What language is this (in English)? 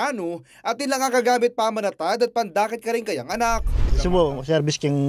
Pampanga